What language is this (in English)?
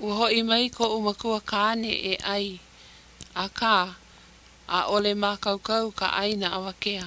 Hawaiian